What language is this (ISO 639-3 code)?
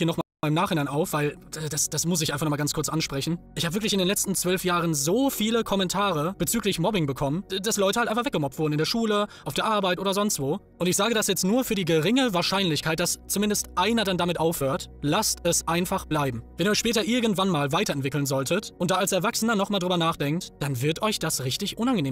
deu